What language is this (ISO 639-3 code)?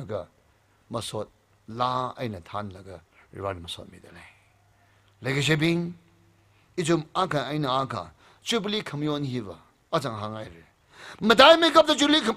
nmf